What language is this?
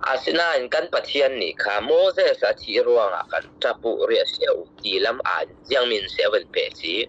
Falam Chin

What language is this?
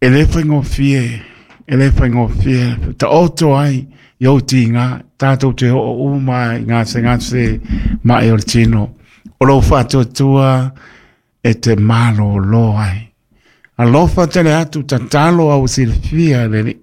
Samoan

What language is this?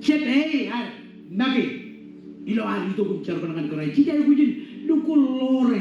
Marshallese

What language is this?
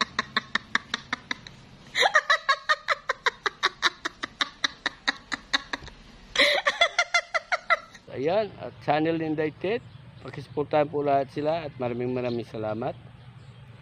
Filipino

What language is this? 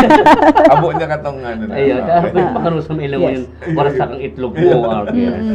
Bikol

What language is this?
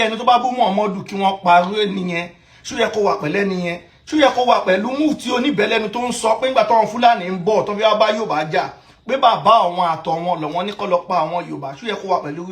Yoruba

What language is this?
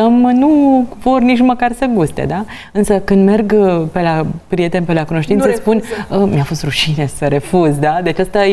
Romanian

